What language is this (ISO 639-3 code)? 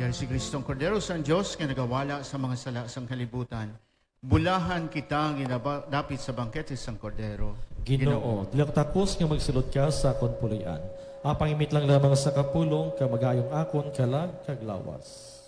hil